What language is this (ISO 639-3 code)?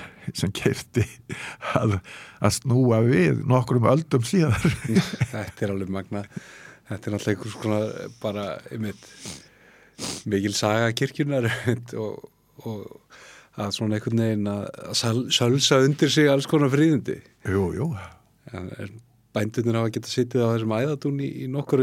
isl